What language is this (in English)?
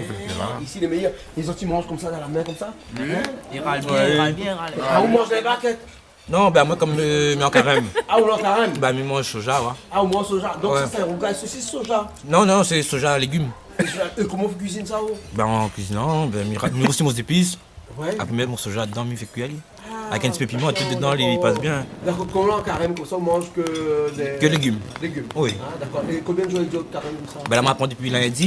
Réunion Creole French